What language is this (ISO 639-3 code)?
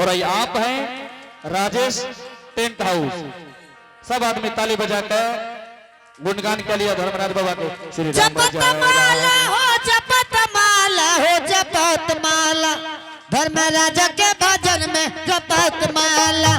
anp